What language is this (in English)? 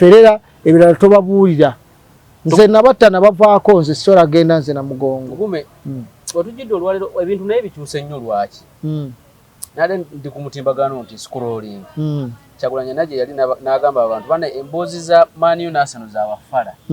Ganda